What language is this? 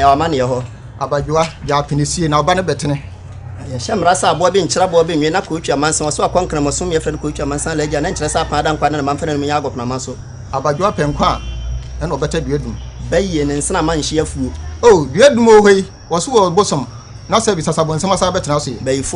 Akan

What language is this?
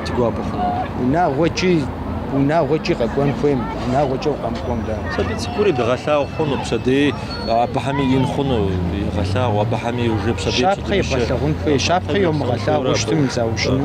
Kabardian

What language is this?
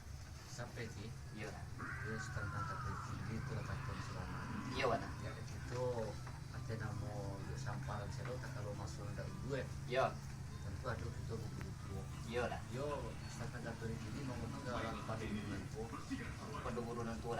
Minangkabau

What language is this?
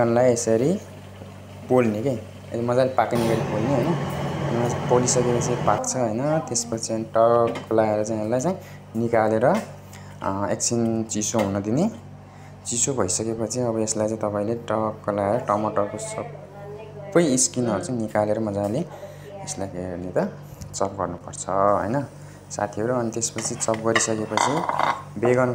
Nepali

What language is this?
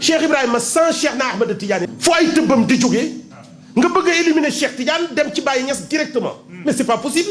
Wolof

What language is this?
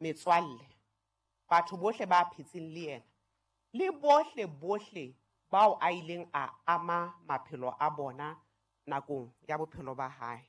Southern Sotho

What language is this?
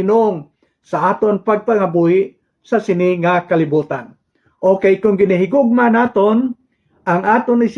Hiligaynon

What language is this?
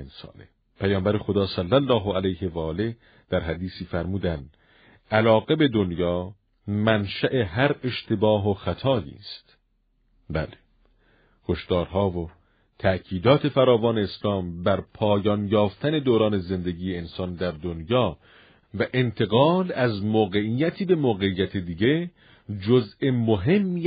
Persian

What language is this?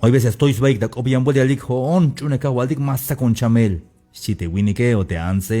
Tzeltal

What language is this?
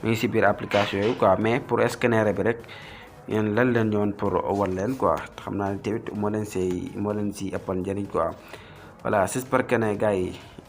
Wolof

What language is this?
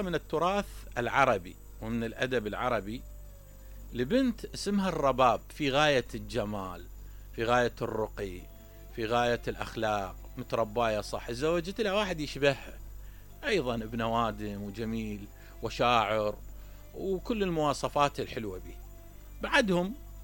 Mesopotamian Arabic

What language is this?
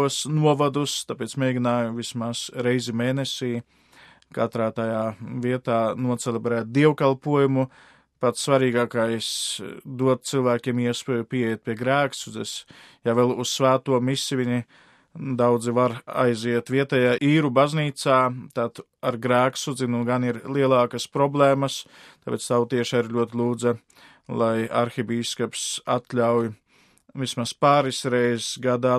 Latvian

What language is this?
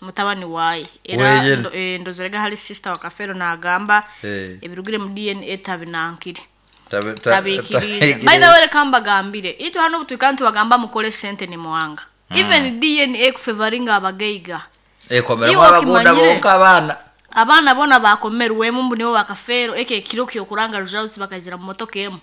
Nyoro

